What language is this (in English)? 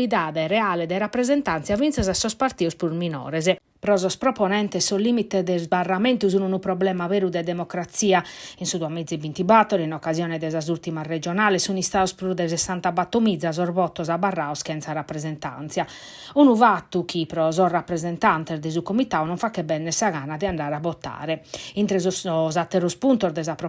Sardinian